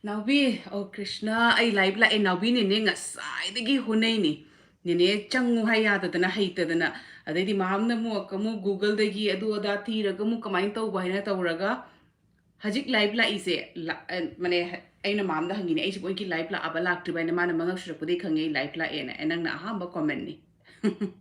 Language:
Manipuri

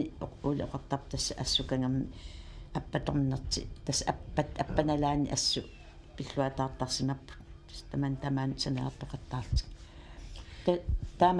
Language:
Kalaallisut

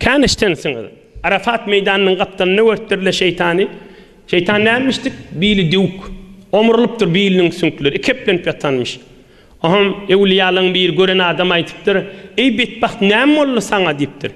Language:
Turkmen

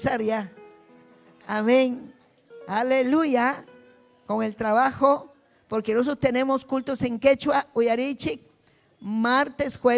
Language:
Ayacucho Quechua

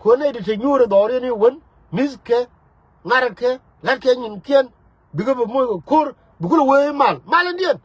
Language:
Nuer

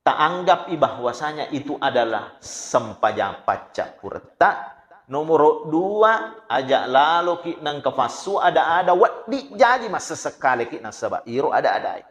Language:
Buginese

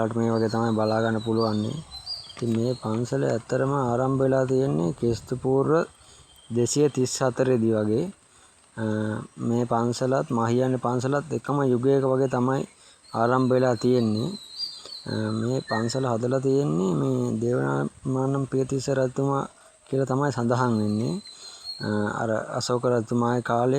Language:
Sinhala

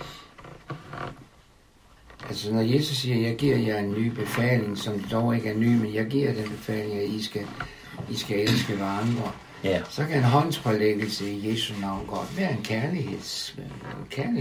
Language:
Danish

